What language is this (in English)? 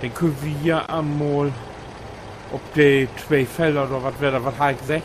Low German